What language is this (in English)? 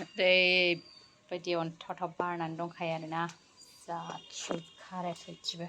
Bodo